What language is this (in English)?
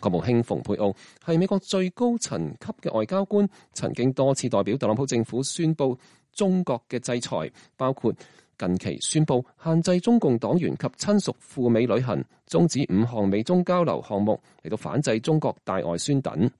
Cantonese